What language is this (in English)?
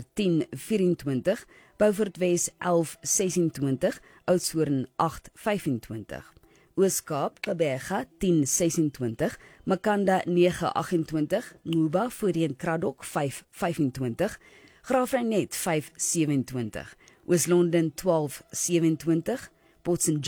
Afrikaans